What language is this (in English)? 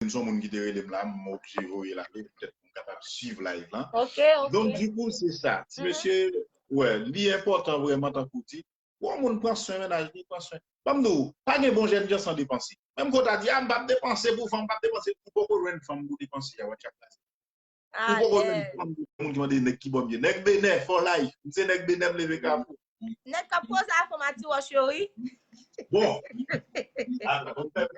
Haitian Creole